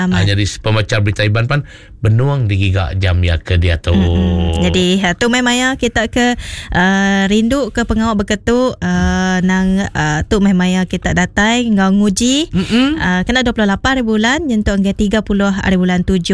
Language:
Iban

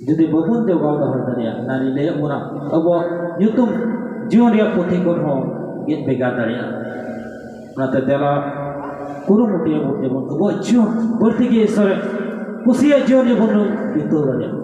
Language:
Santali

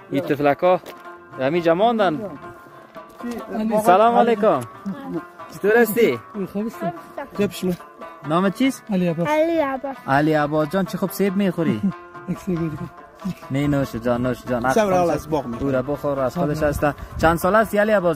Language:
Persian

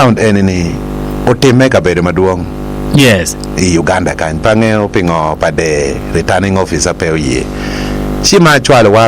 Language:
Acoli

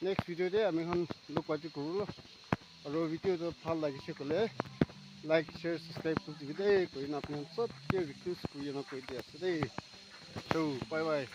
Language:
Naga Pidgin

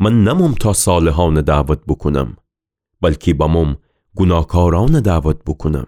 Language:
Gilaki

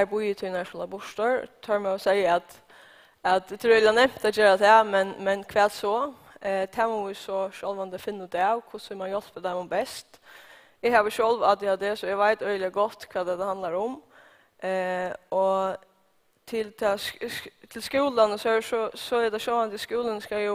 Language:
Faroese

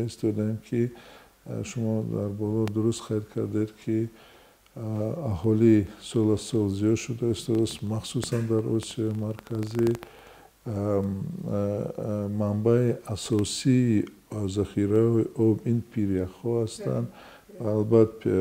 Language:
Tajik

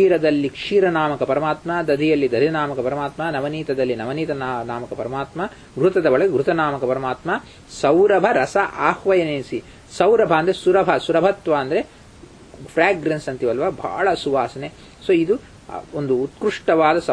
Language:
Kannada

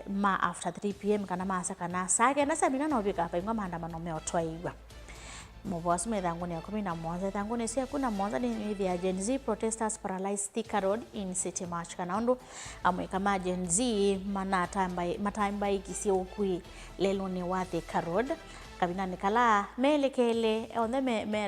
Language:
Kamba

